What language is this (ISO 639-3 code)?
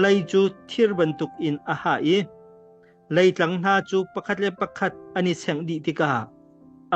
cnh